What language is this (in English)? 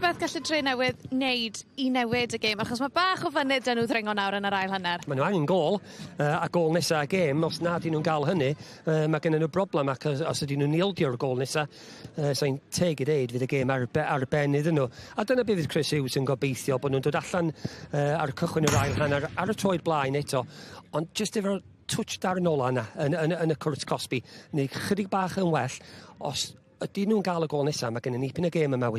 Welsh